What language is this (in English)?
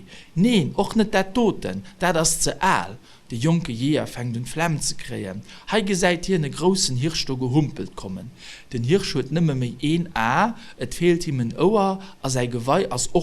Luxembourgish